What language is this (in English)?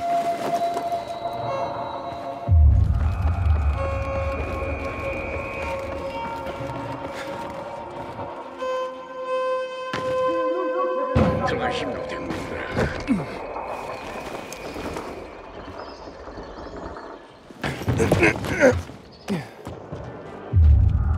Polish